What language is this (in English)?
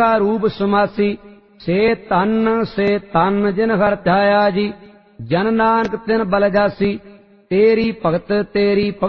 Punjabi